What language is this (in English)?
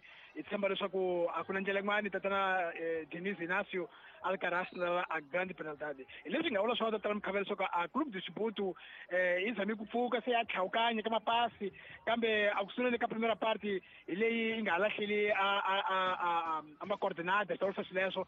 Tsonga